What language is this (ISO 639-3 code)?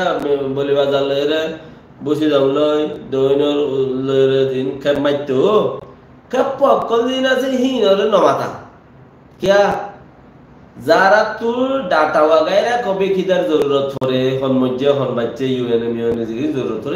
rhg